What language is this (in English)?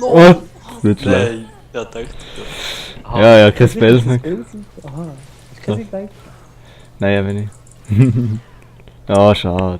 Swiss German